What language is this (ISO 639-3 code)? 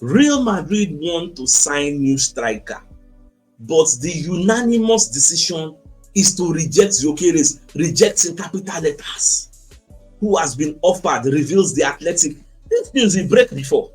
pcm